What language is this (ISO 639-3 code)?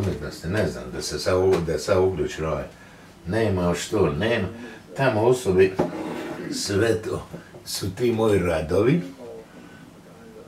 hrv